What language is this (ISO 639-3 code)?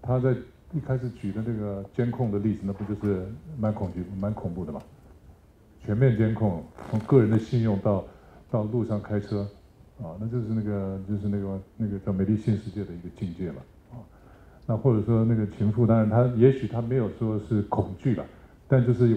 zho